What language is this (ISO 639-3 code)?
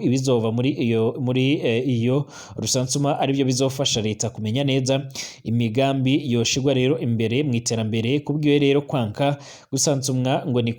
run